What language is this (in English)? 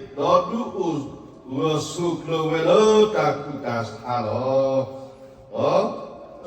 S'gaw Karen